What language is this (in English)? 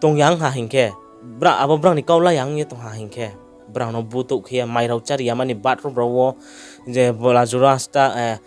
Riang (India)